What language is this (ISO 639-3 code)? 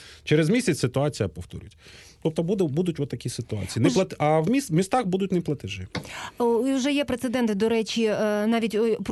ukr